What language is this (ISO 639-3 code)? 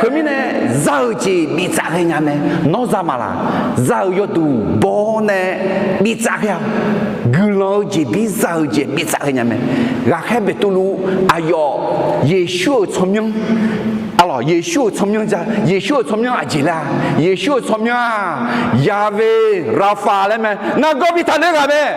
ahk